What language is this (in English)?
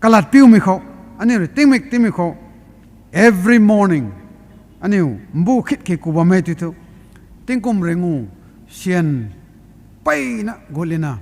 Rongmei Naga